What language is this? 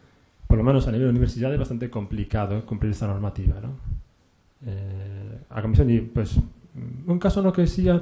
Galician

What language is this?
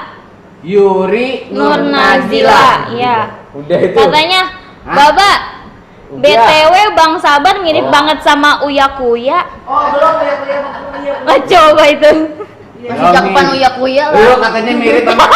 Betawi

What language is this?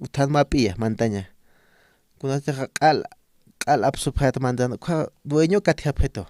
Aymara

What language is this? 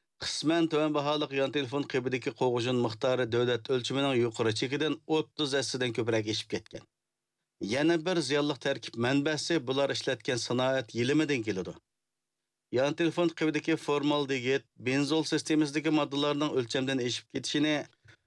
Uyghur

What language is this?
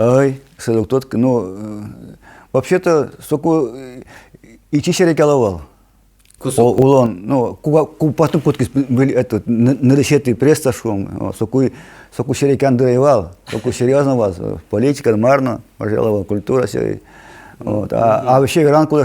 Udmurt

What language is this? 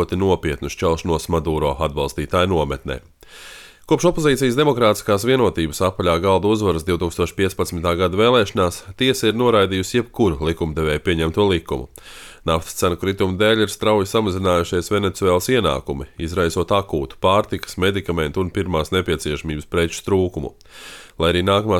Latvian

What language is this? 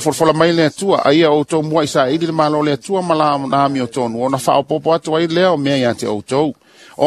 Samoan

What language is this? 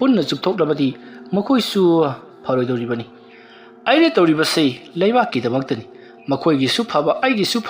Manipuri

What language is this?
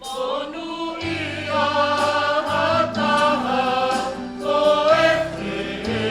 Tongan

